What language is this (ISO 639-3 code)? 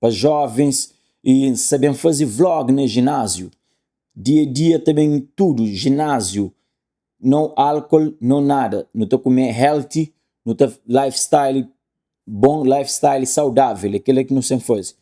kea